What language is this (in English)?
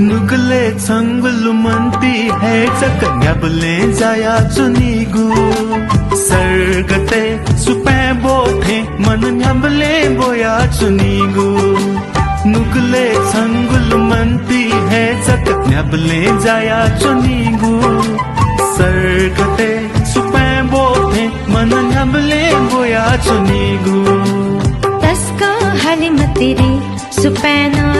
Newari